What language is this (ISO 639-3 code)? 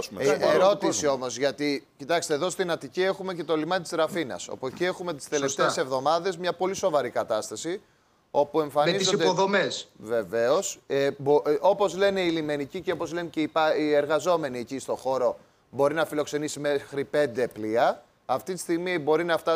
ell